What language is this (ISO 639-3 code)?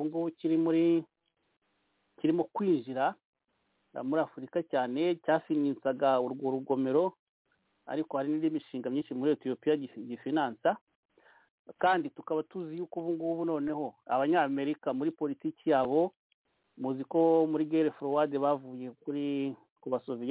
kin